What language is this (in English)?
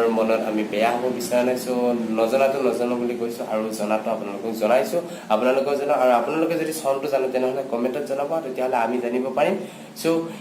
Assamese